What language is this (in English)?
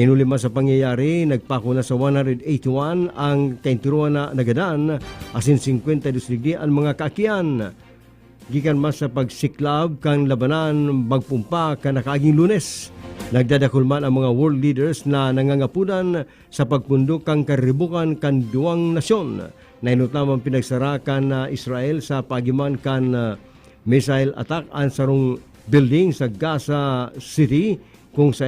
Bikol